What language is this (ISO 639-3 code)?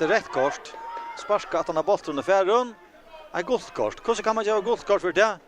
fao